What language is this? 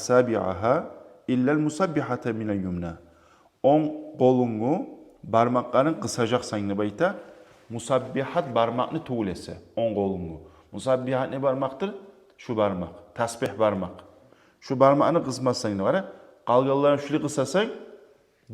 Kumyk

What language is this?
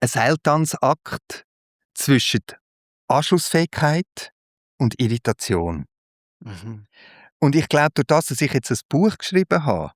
Swiss German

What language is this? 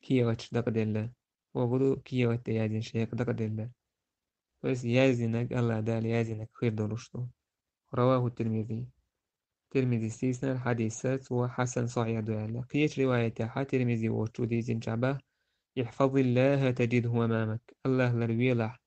Chechen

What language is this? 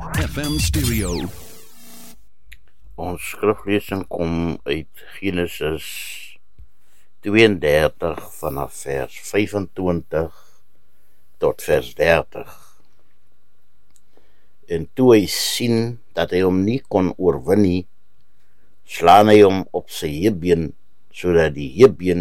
Afrikaans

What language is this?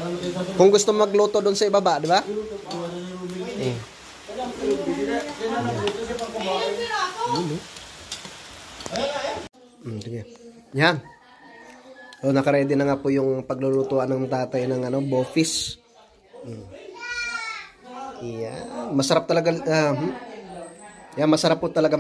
Filipino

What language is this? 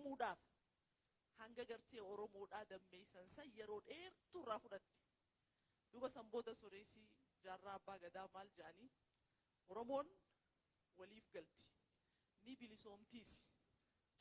Oromo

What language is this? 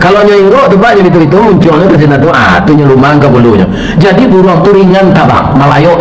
Minangkabau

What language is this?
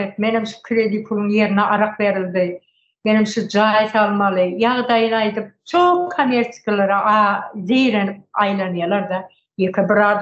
Turkmen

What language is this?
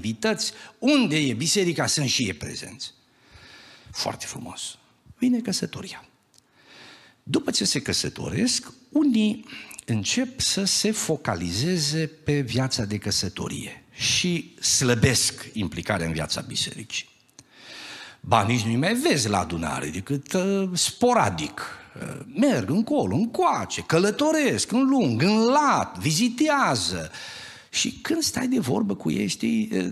Romanian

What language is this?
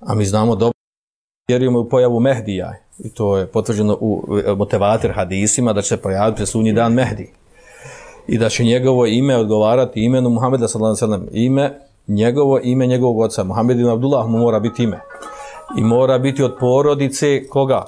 Bosnian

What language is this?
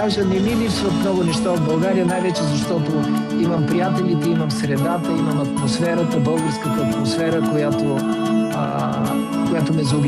Bulgarian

